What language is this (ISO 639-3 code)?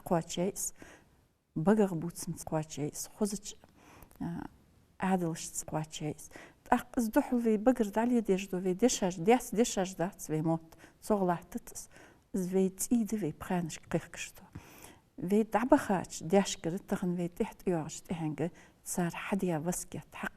inh